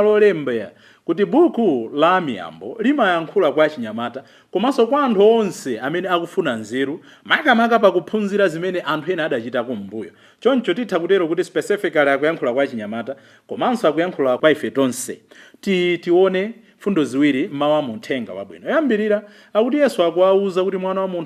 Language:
Nyanja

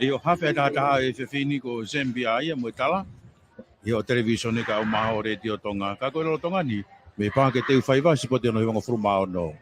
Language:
Tongan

